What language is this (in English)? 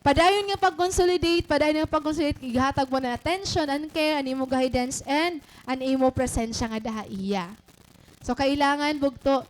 Waray